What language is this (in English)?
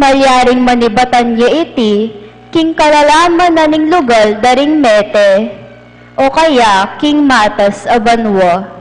Pampanga